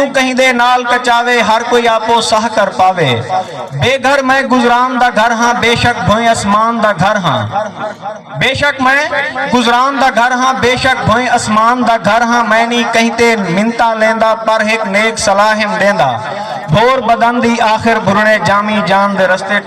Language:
Saraiki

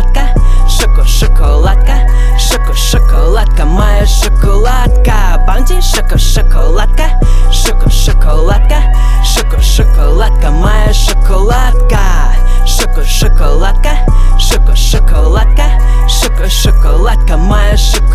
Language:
Russian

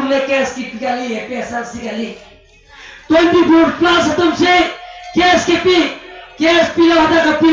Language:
Karbi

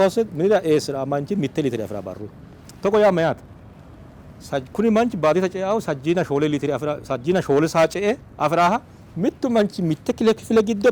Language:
Sidamo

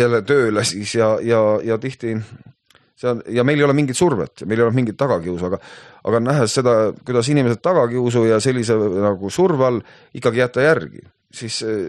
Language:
Estonian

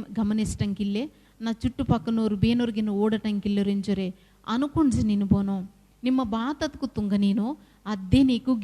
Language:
Koya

